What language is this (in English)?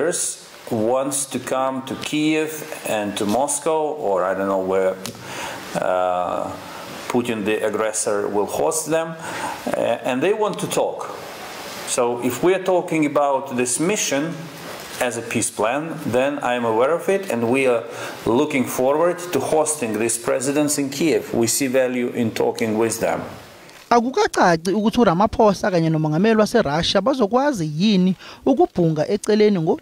Zulu